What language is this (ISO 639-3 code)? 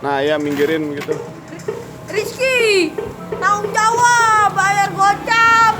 bew